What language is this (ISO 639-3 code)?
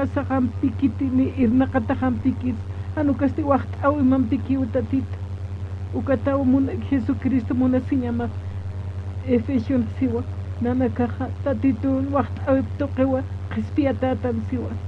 aym